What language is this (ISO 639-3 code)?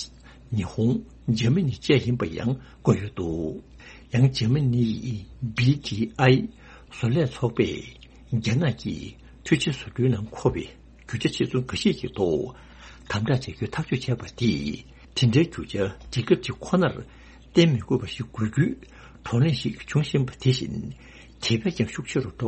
bod